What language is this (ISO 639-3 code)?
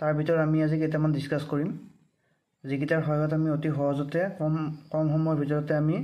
asm